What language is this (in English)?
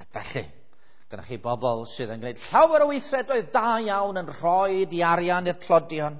Welsh